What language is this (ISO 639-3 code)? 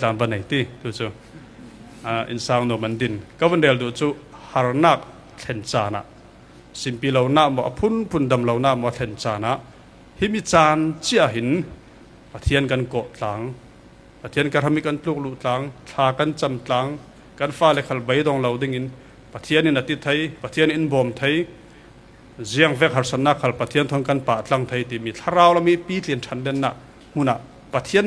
cfm